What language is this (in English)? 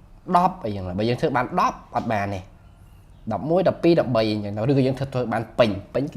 Khmer